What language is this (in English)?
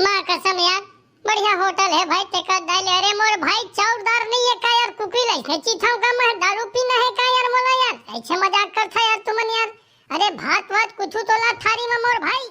Chhattisgarhi